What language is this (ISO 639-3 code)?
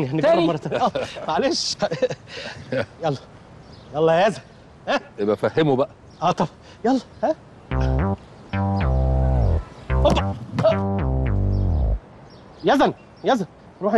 arz